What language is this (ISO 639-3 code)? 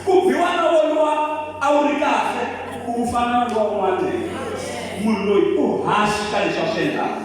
tso